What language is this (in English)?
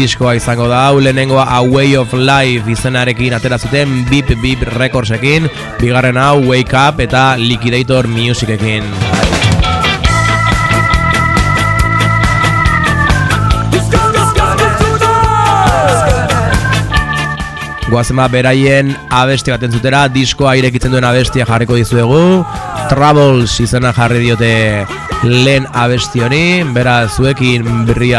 Basque